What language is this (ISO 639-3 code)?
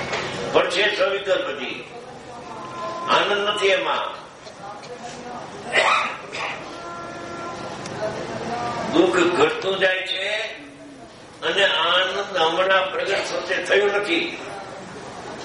guj